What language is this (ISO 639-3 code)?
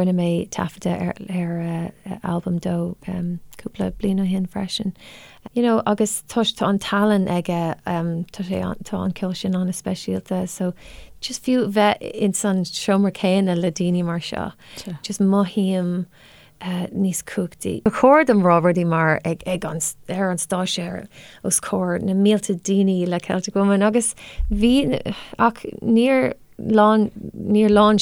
gle